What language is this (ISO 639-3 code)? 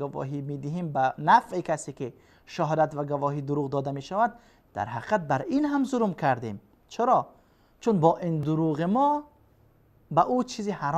fas